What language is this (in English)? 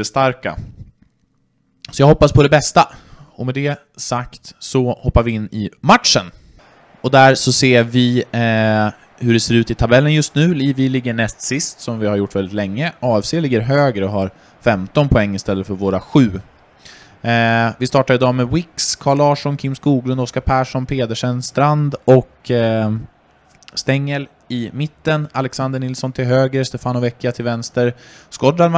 Swedish